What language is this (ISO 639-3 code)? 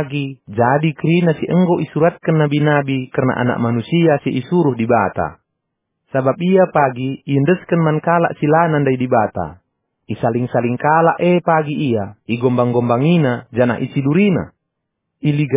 btx